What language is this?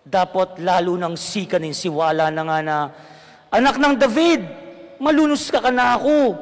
Pampanga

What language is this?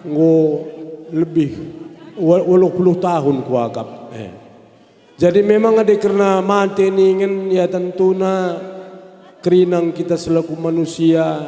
Batak Karo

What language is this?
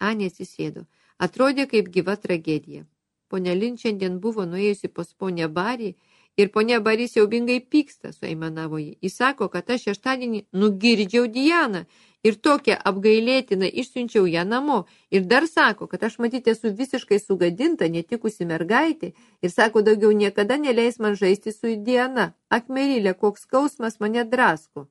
Lithuanian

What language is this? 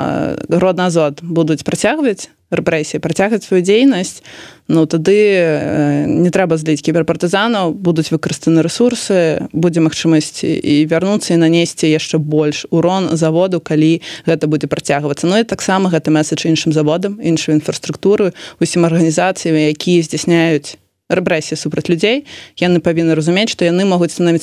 Belarusian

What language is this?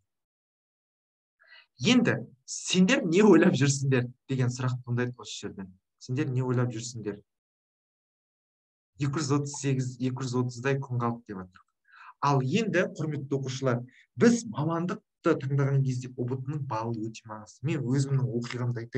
Kazakh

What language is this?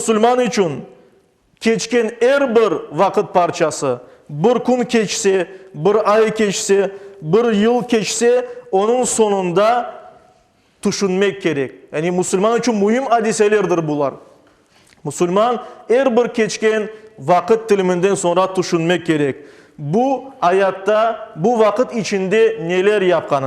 Crimean Tatar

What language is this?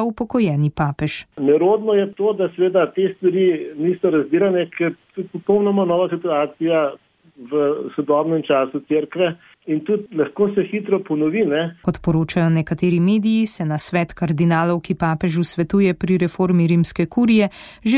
Slovenian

